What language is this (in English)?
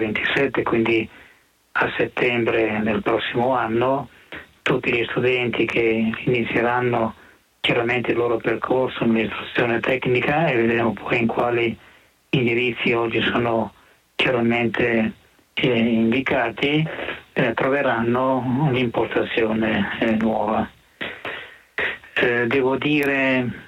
Italian